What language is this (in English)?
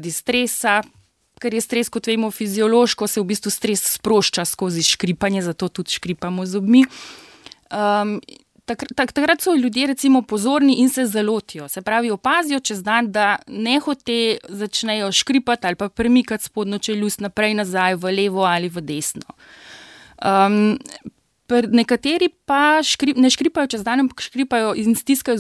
Slovenian